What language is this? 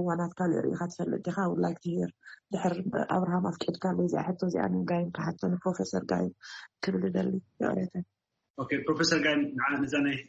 Tigrinya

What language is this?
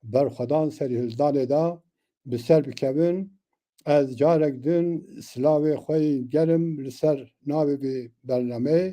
Kurdish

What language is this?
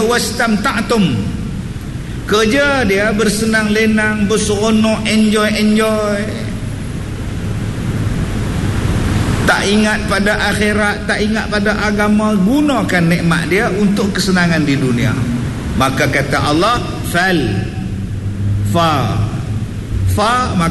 Malay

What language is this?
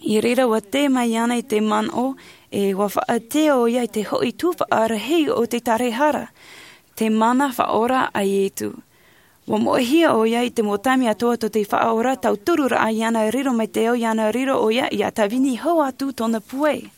Tahitian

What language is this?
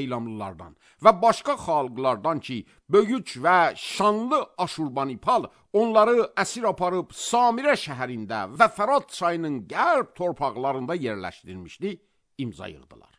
Azerbaijani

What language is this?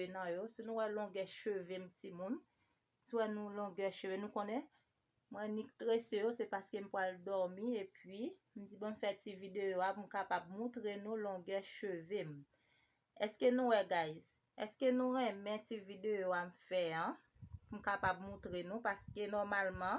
Haitian Creole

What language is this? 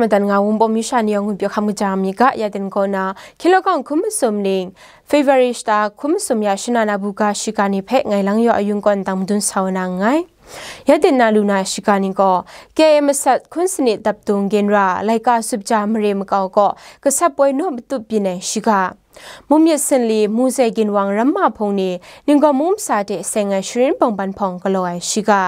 Kachin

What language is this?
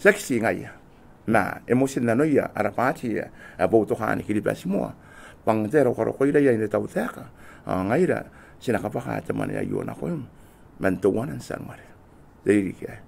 Gilbertese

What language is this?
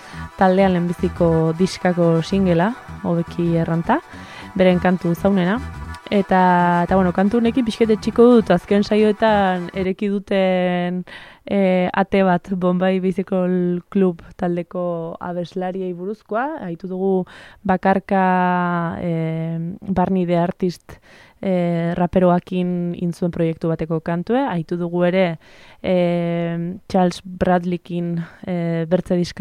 Basque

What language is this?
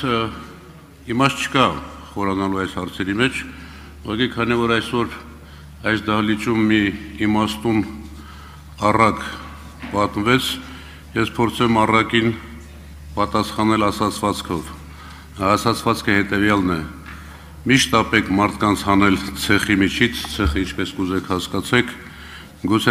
Armenian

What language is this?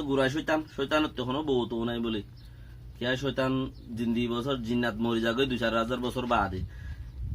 Rohingya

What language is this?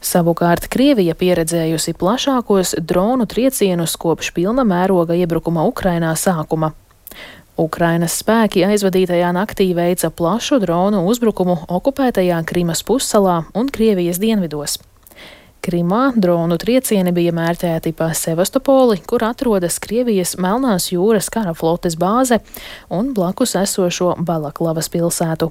Latvian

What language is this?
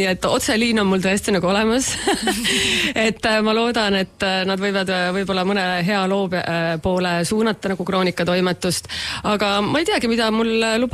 Estonian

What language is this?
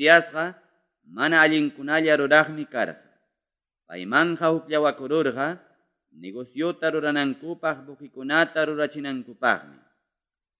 Ayacucho Quechua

